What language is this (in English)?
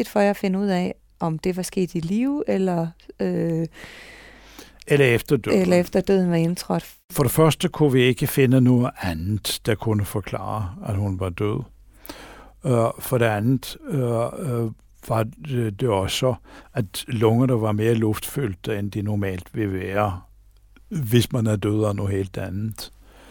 Danish